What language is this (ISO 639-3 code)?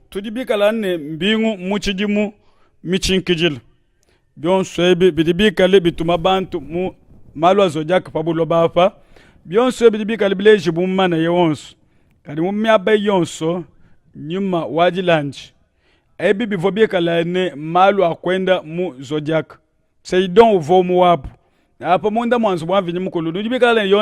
lua